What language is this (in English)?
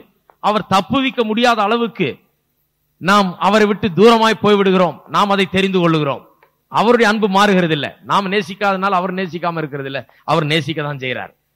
Tamil